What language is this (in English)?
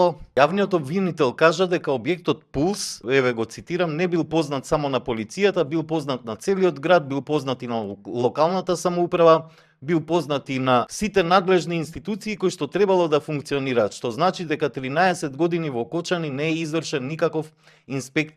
Macedonian